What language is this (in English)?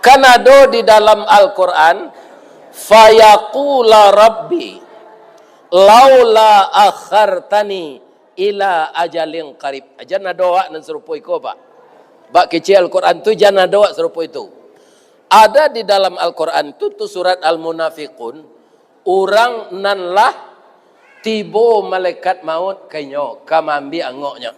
Minangkabau